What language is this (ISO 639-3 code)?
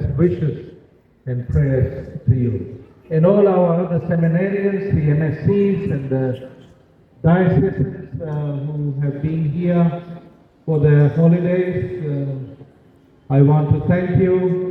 gil